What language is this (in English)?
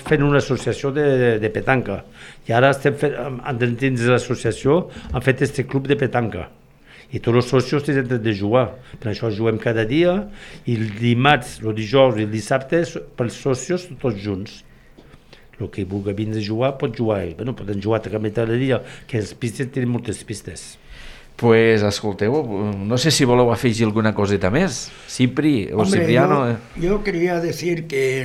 Catalan